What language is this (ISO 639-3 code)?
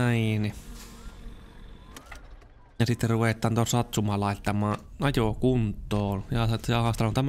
fin